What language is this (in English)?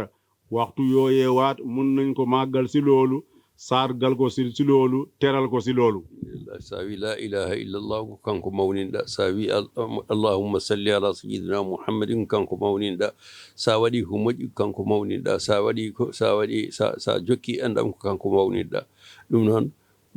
Fula